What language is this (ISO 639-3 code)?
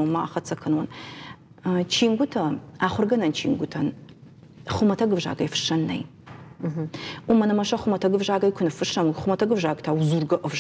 oss